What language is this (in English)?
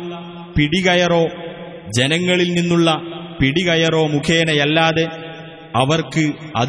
Malayalam